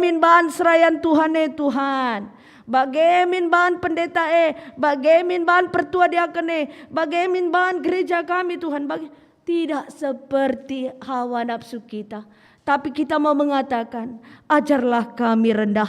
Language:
Batak Karo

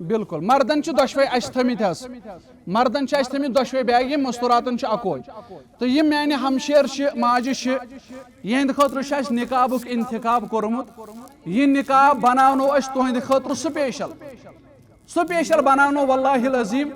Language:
Kashmiri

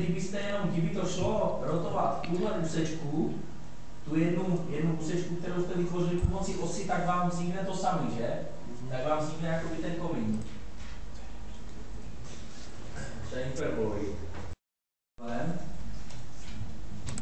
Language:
Czech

